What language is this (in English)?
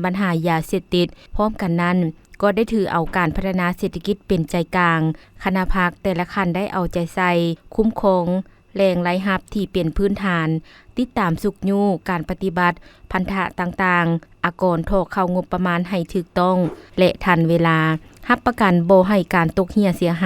Lao